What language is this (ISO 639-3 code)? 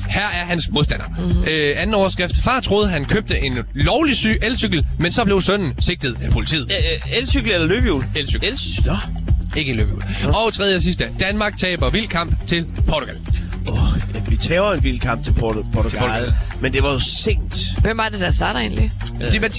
dan